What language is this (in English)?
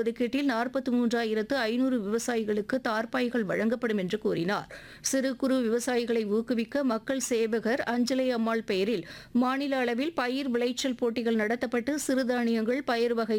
Tamil